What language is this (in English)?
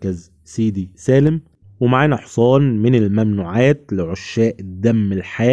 Egyptian Arabic